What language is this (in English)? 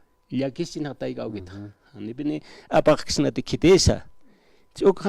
Aymara